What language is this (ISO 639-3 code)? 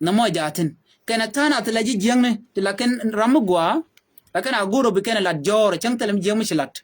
nus